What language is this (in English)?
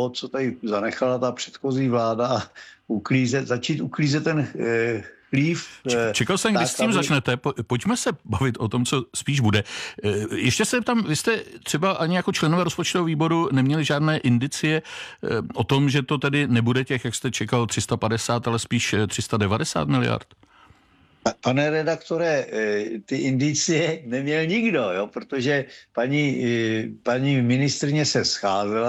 Czech